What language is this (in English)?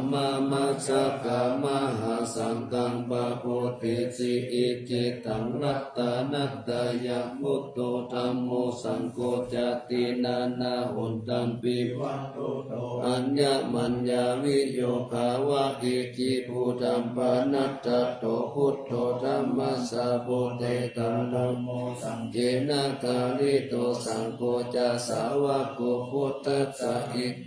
Pali